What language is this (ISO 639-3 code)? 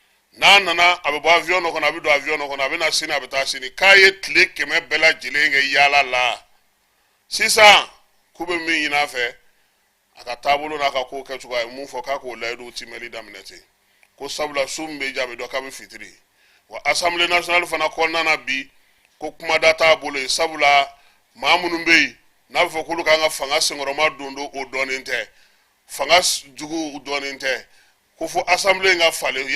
bam